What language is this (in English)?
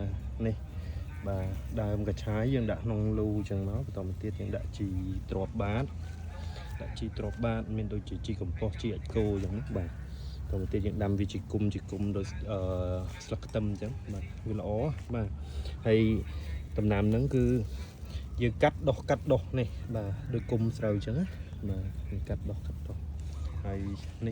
Khmer